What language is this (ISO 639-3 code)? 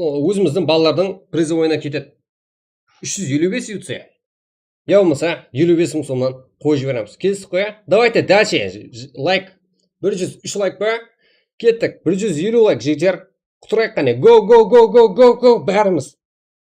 kaa